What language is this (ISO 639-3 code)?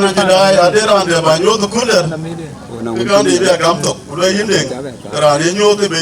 din